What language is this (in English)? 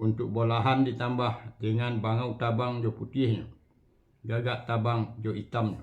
Minangkabau